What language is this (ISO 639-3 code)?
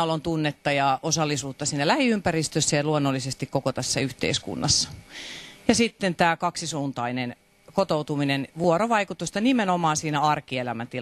fin